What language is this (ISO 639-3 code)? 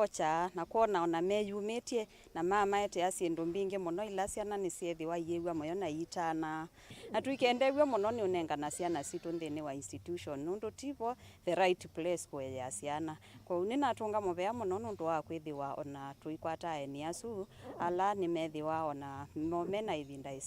kam